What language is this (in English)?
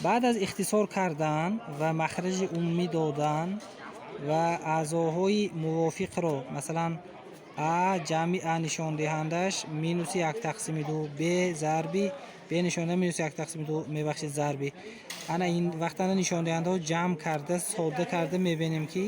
Tajik